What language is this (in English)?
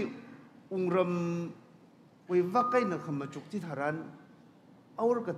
Tangkhul Naga (India)